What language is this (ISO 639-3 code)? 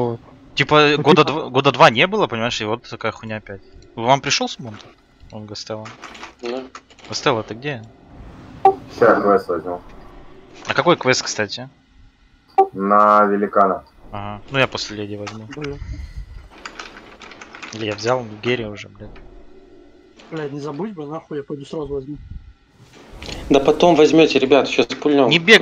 rus